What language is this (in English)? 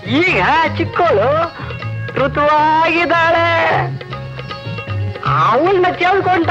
Kannada